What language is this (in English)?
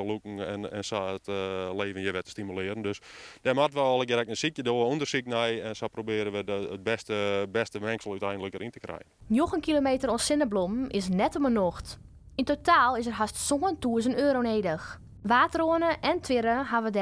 Western Frisian